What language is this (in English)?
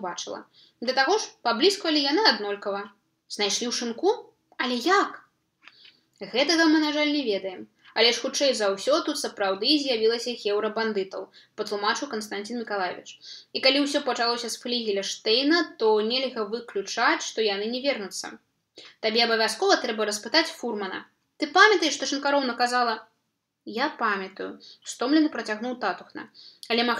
Belarusian